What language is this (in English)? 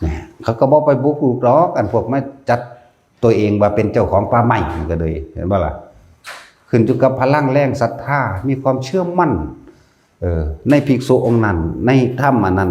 Lao